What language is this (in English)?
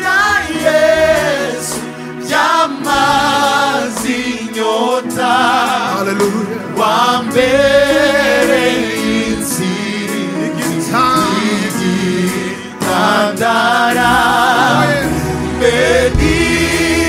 Kinyarwanda